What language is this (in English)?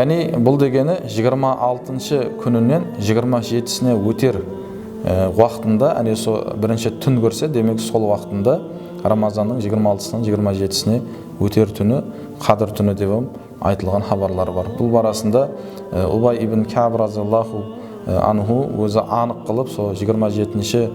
Kara-Kalpak